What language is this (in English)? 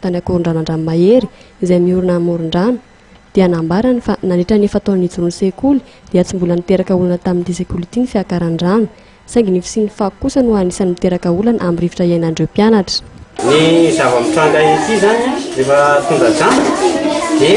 Malagasy